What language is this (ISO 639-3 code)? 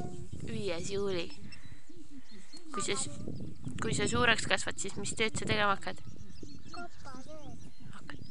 est